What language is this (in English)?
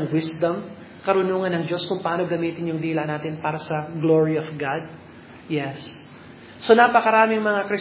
Filipino